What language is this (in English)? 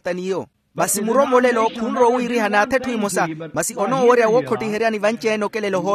Makhuwa